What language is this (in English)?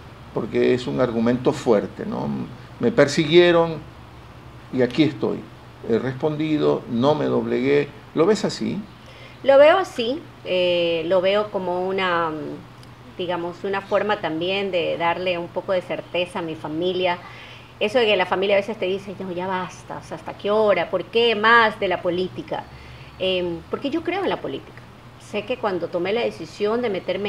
Spanish